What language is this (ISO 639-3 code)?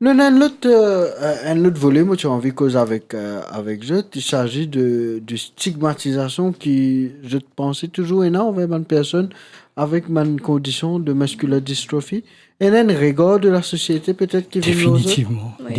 mfe